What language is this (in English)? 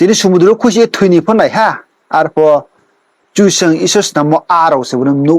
Riang (India)